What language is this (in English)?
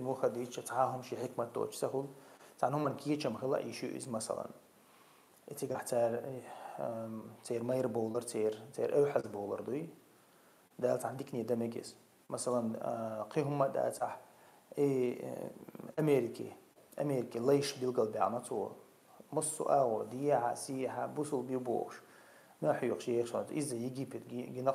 Chechen